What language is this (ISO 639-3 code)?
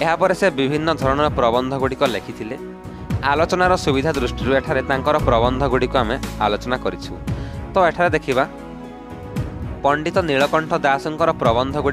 ori